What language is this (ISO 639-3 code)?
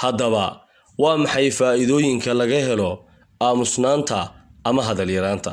som